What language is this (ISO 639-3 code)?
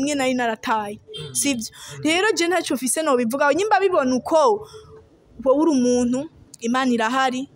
run